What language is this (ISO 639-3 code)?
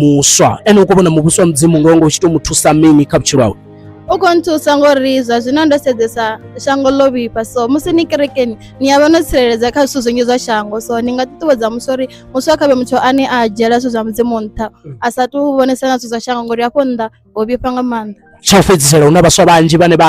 ven